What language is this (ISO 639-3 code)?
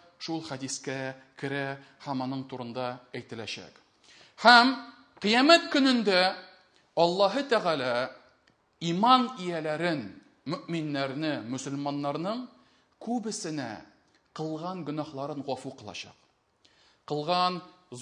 tat